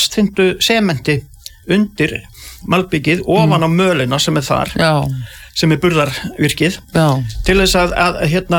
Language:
Icelandic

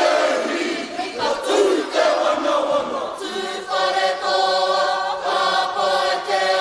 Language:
Māori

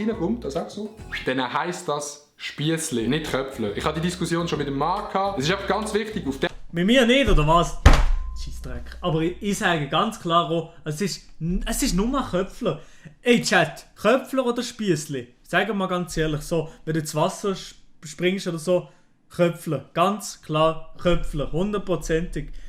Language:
Swiss German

